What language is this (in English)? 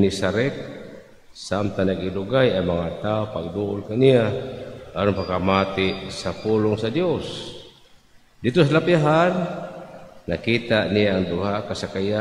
Cebuano